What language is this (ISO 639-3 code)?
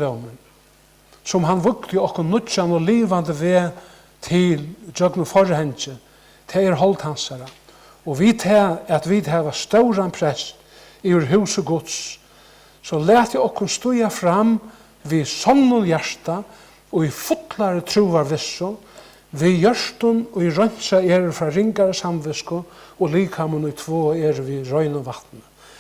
fao